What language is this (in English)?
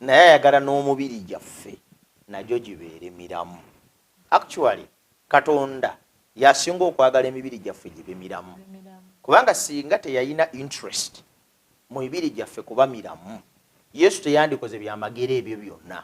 Ganda